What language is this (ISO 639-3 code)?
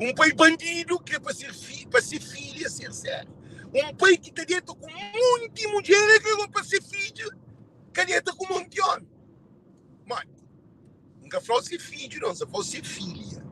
kea